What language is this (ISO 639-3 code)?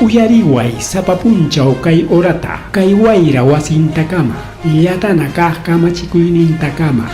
quy